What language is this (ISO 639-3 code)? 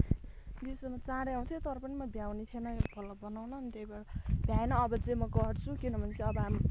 nep